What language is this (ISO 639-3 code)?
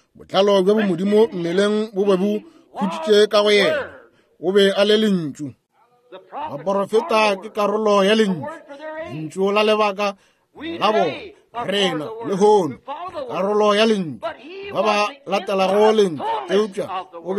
nso